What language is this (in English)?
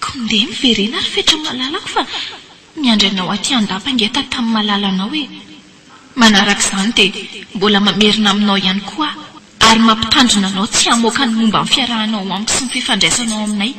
Malagasy